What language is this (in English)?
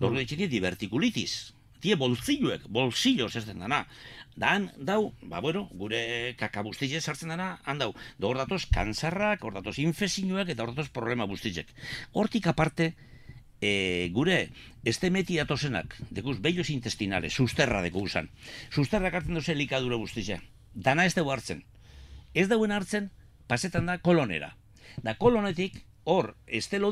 Basque